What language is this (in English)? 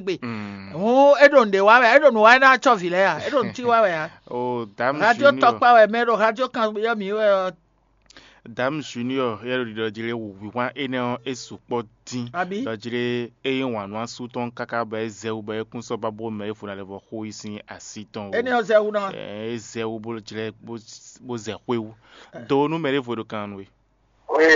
Fon